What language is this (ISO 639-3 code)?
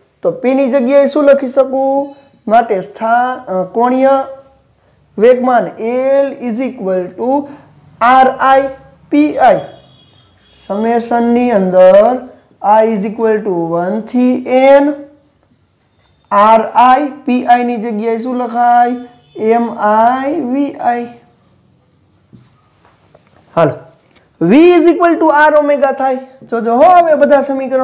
guj